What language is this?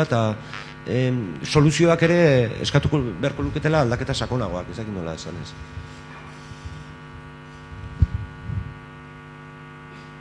Basque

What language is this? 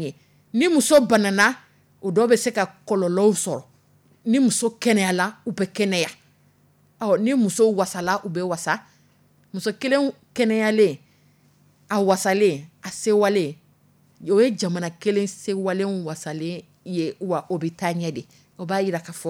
Dyula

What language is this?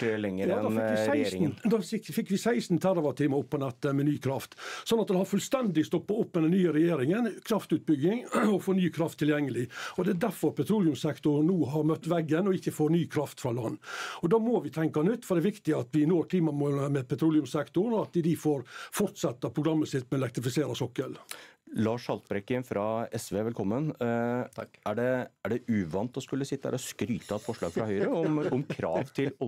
Norwegian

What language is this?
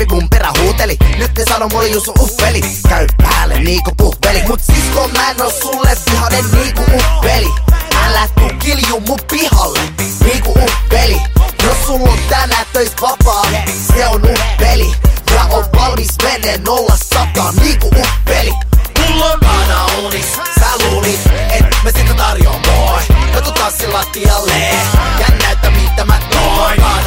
Finnish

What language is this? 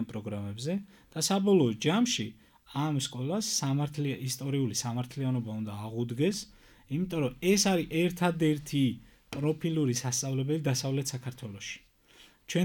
Georgian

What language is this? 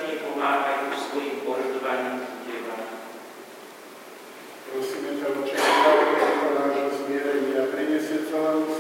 Slovak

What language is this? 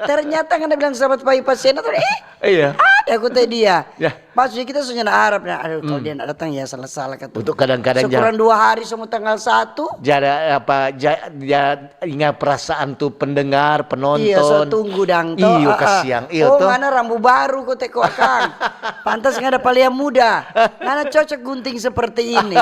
Manado Malay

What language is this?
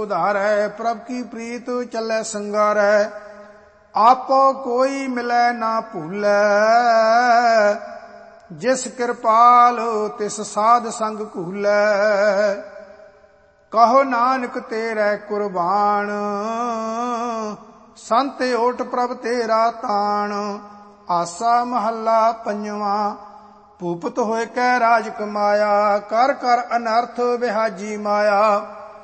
Punjabi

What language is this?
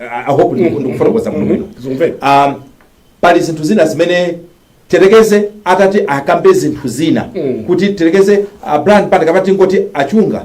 Nyanja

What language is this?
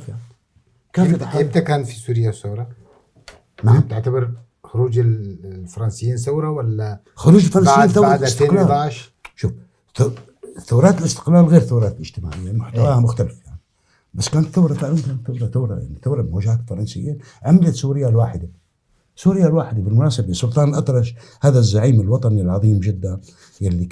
North Levantine Arabic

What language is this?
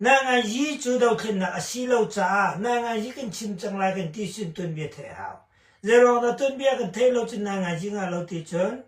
Hakha Chin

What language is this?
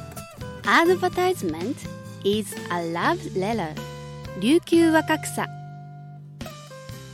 Japanese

